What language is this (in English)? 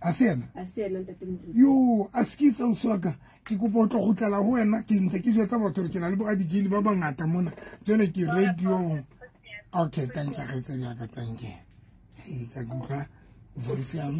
Southern Sotho